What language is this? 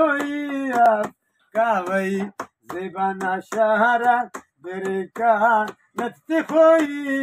Brahui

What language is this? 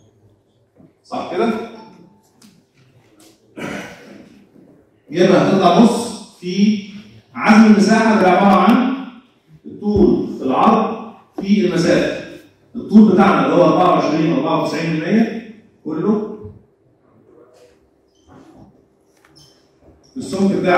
Egyptian Arabic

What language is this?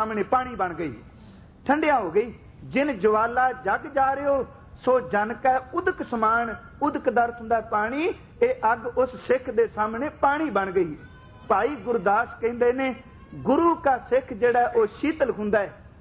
Punjabi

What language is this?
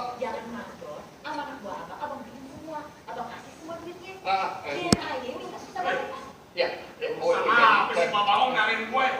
Betawi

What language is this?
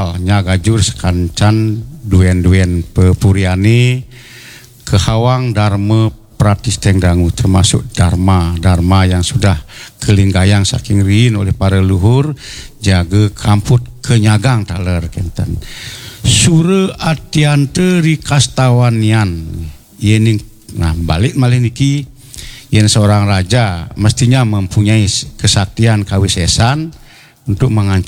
Balinese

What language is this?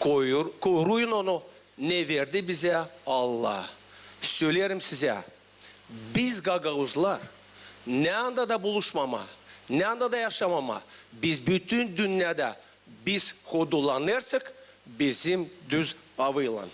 Gagauz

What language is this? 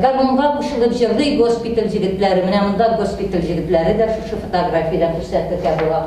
Tatar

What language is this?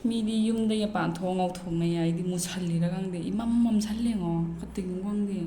Manipuri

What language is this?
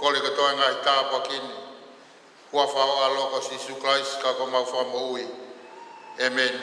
Tongan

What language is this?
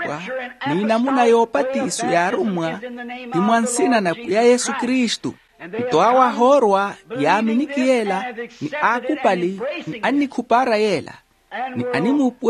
Makhuwa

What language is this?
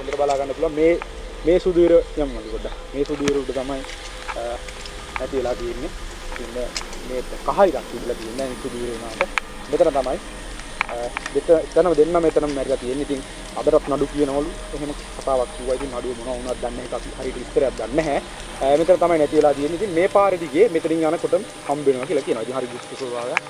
Sinhala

